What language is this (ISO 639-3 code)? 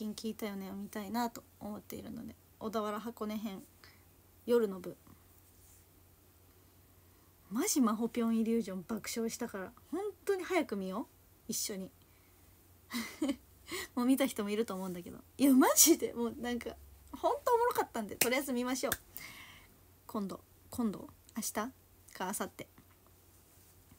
jpn